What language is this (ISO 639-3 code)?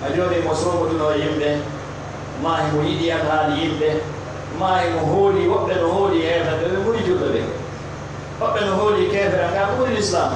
ful